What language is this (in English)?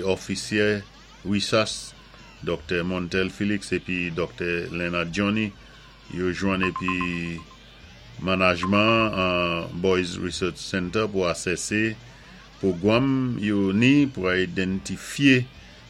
Saint Lucian Creole French